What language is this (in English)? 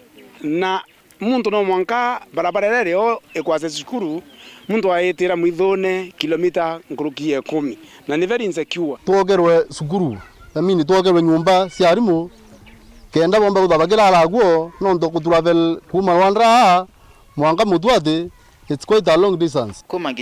Meru